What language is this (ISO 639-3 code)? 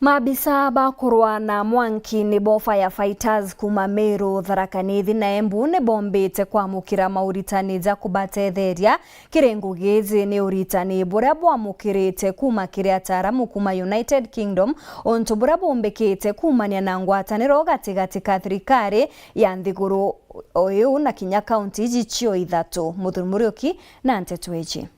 mer